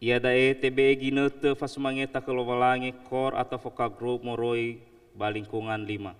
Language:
Nias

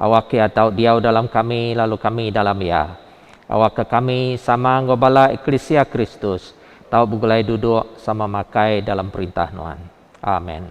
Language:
Iban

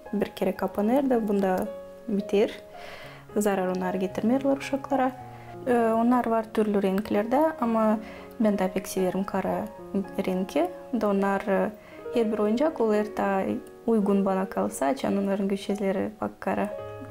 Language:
Gagauz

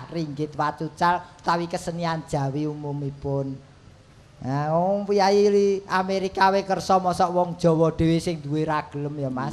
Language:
Javanese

